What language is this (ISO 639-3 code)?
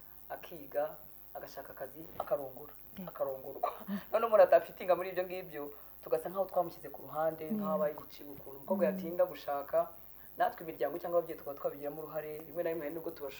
kin